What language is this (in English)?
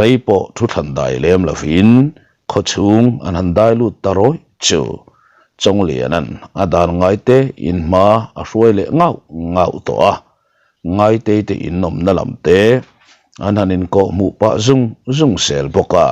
Mizo